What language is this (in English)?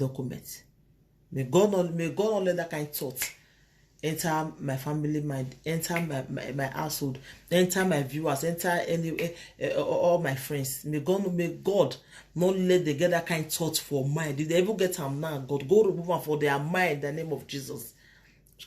Nigerian Pidgin